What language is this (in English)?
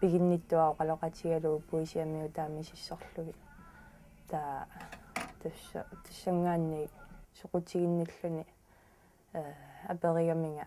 Kalaallisut